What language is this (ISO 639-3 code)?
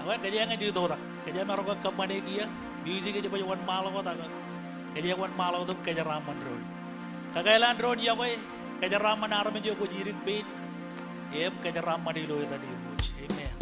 mah